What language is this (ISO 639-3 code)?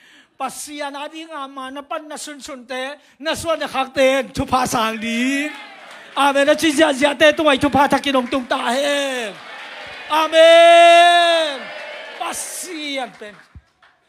ctd